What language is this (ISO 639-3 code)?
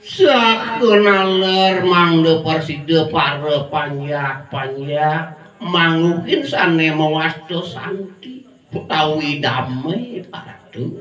ban